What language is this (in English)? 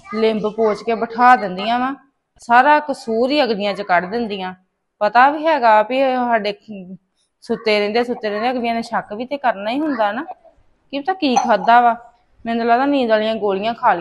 Punjabi